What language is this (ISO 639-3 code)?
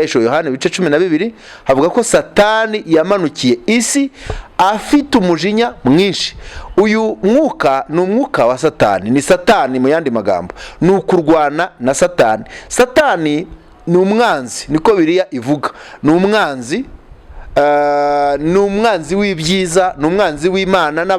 kin